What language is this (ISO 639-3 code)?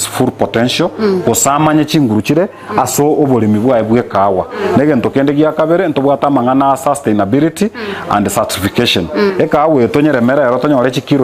guz